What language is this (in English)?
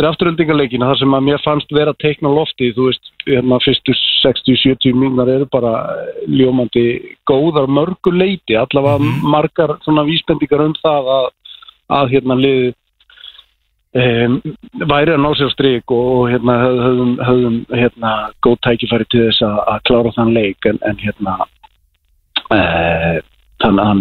Icelandic